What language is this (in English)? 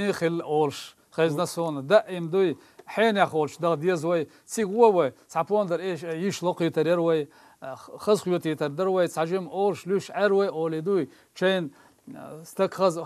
Chechen